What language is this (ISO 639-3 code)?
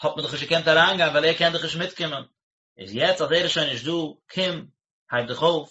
yid